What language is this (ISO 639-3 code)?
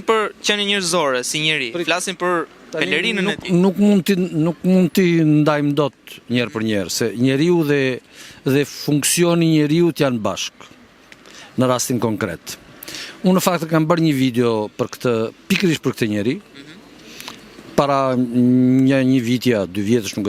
sqi